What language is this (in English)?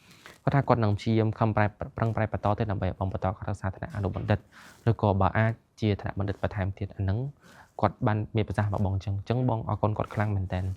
Khmer